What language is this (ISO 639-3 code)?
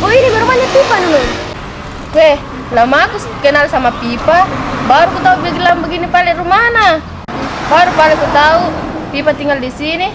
mfp